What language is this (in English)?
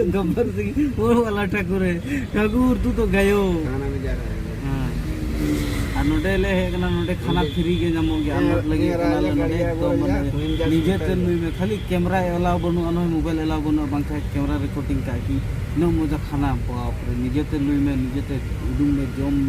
Santali